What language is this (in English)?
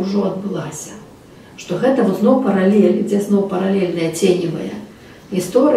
Belarusian